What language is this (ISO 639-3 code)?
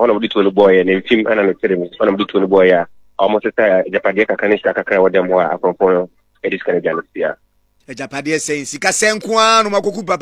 aka